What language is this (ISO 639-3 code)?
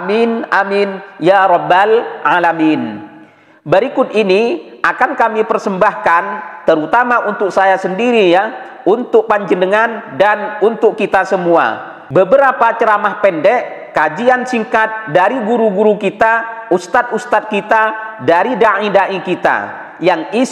ind